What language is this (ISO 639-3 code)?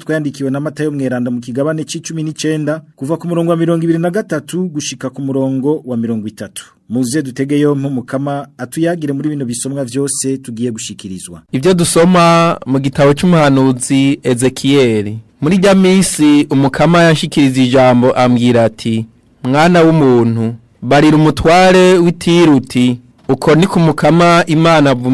run